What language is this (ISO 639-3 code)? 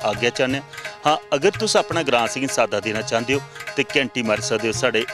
doi